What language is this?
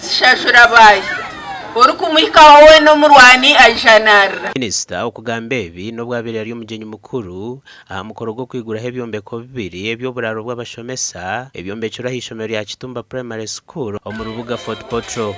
Nyankole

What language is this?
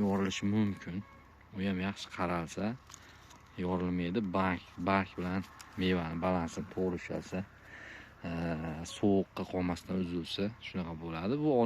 Uzbek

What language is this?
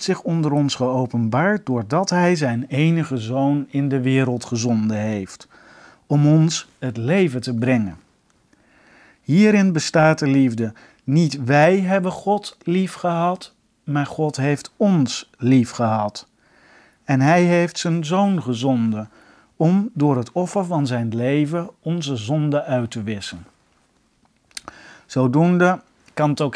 Dutch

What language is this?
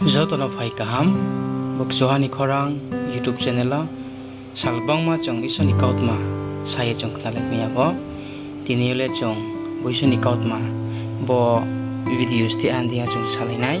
Riang (India)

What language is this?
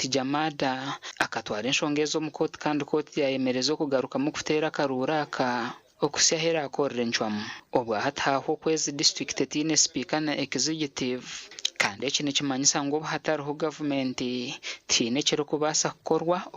Nyankole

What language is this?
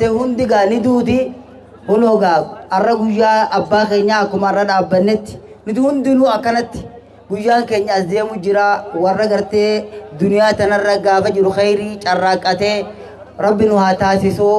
Oromo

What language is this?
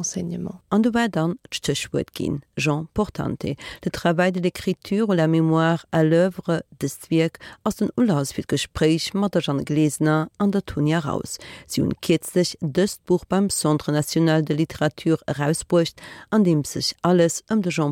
Luxembourgish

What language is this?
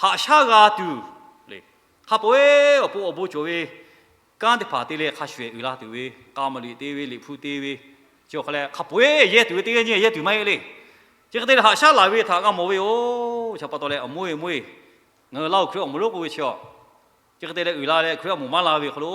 Lahu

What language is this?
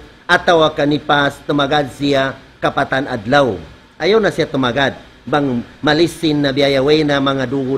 Tausug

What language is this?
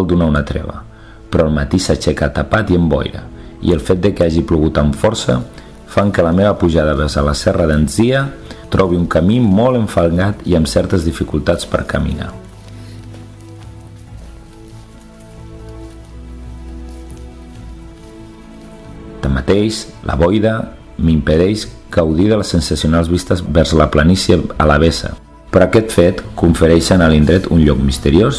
Catalan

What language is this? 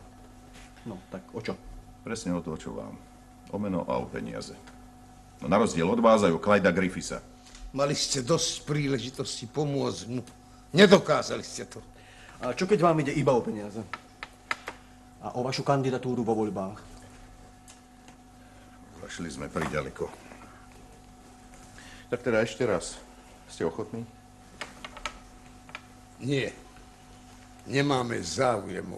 Slovak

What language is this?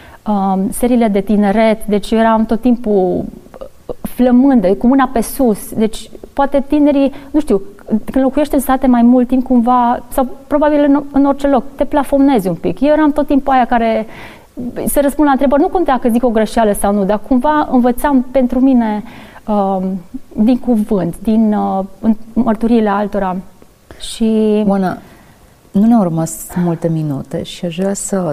Romanian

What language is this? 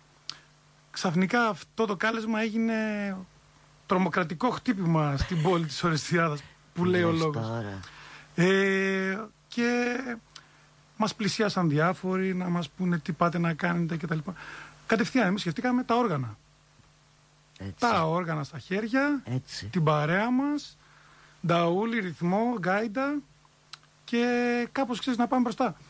Greek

